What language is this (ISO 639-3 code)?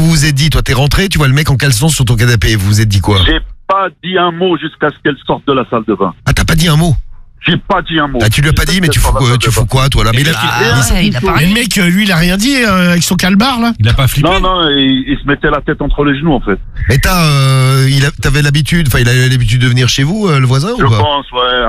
fra